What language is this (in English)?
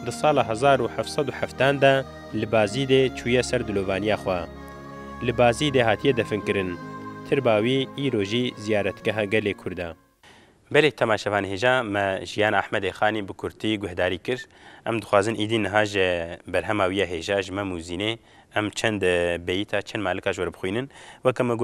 Kurdish